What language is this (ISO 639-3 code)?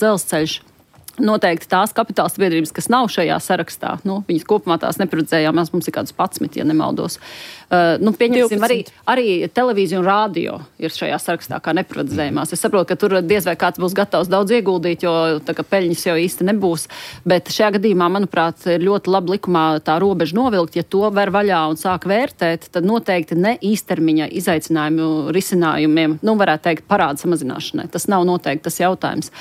lav